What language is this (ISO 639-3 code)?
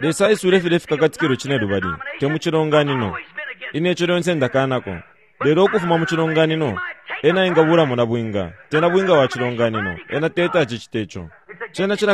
bem